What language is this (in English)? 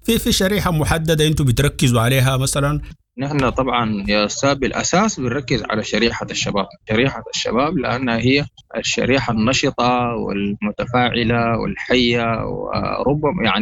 Sudanese Arabic